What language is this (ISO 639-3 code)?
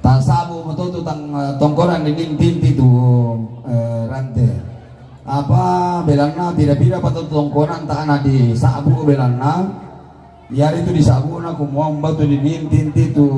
sda